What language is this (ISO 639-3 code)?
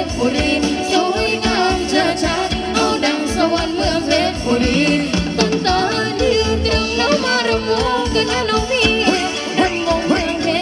tha